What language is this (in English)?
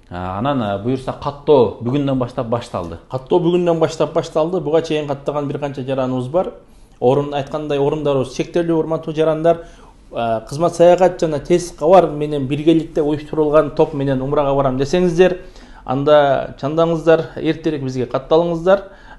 Kyrgyz